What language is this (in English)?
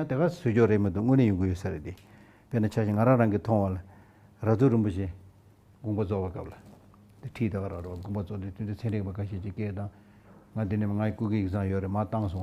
Tibetan